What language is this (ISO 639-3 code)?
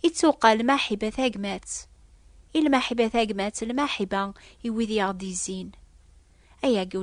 kab